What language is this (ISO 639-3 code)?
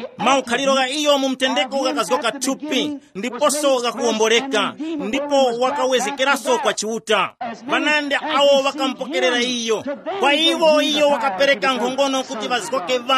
tum